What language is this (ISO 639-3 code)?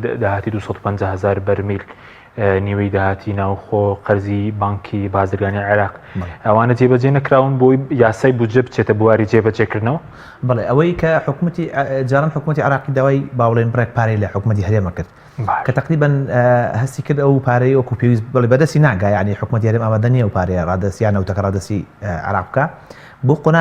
ckb